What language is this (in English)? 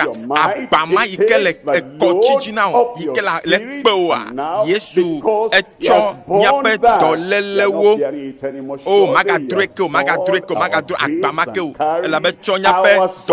Ewe